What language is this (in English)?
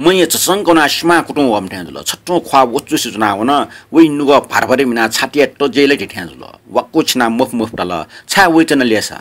Newari